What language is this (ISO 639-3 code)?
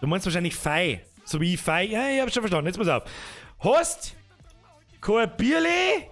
bar